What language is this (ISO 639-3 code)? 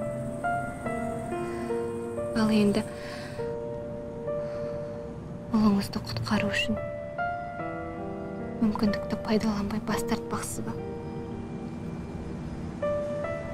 kaz